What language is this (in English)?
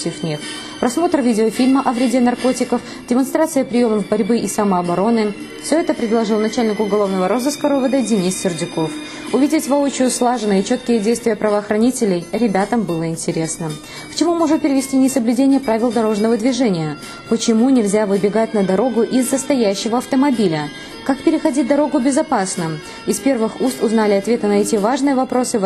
Russian